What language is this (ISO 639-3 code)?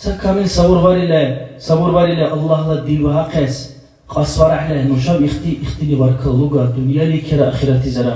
dar